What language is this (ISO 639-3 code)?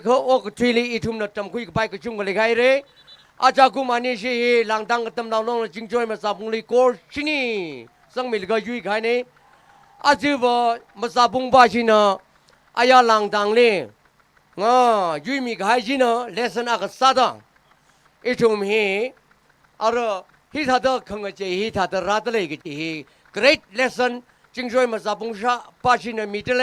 nmf